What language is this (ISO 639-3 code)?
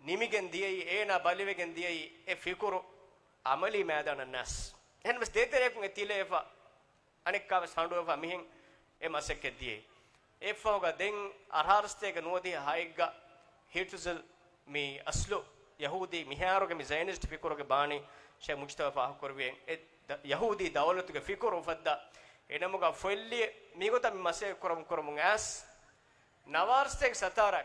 div